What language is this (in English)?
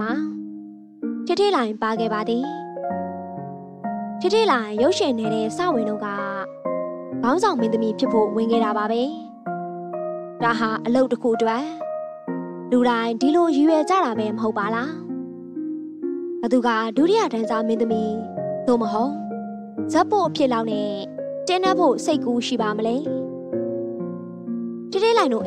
Burmese